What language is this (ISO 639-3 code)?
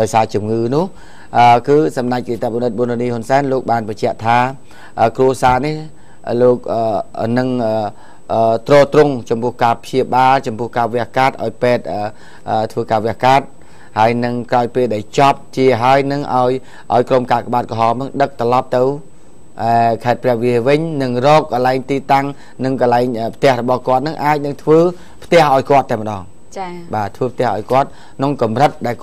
khm